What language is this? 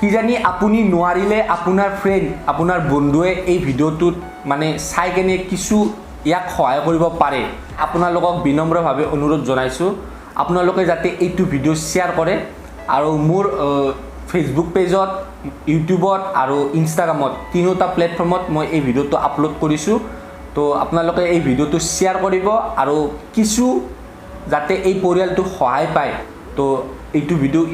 Assamese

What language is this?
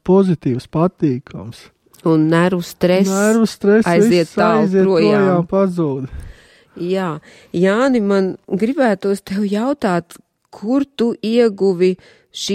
Latvian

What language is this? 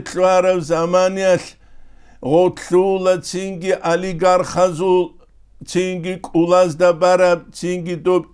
Avaric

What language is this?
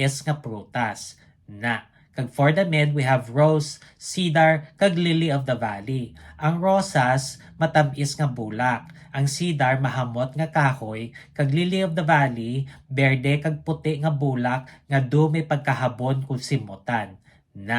Hiligaynon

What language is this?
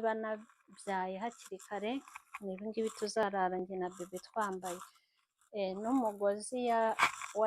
Kinyarwanda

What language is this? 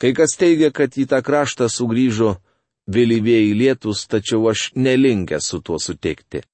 Lithuanian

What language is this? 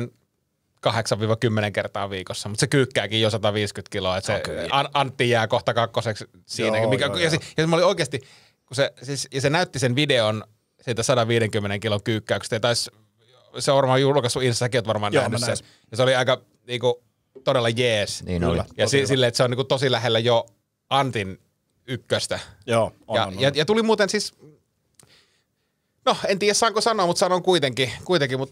Finnish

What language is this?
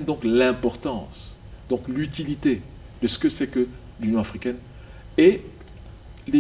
French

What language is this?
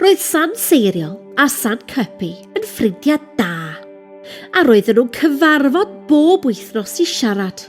Welsh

